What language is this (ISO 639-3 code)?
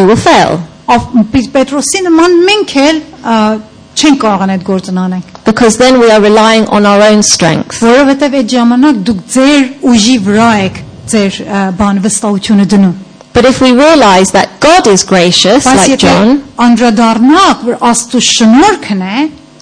hye